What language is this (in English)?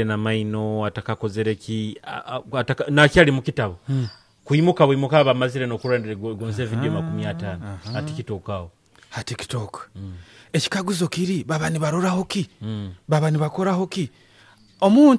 Nyoro